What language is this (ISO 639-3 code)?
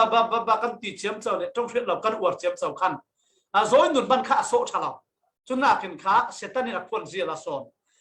cfm